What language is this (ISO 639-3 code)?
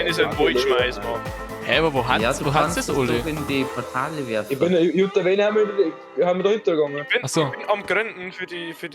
bar